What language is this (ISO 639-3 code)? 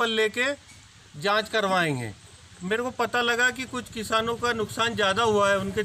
hin